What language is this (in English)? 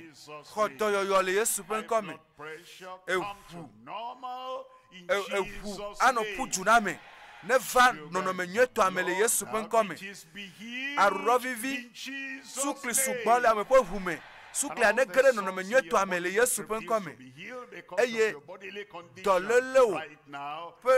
Ewe